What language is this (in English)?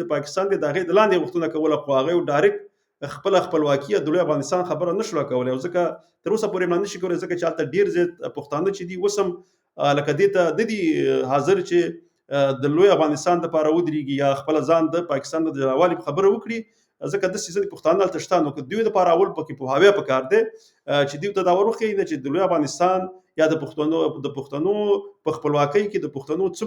Pashto